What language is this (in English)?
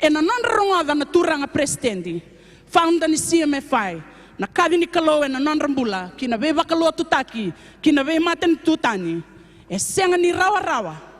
Fijian